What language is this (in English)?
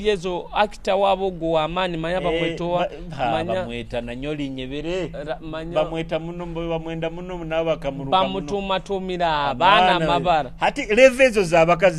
Nyoro